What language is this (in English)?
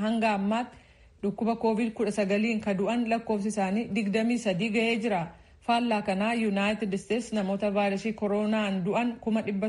Oromo